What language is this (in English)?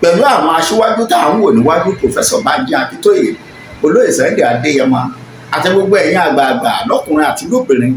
Yoruba